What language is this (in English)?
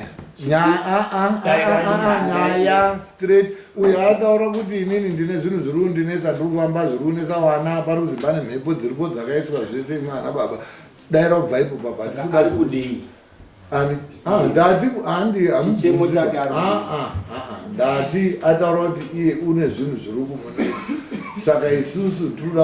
Shona